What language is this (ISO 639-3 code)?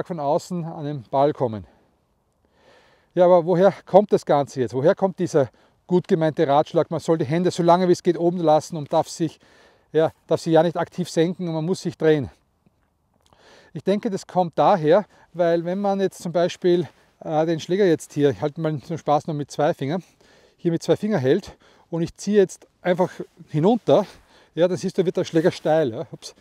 deu